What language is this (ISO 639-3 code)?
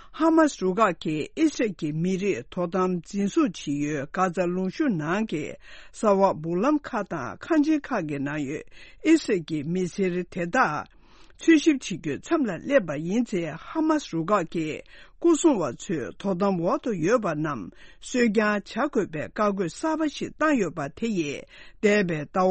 bod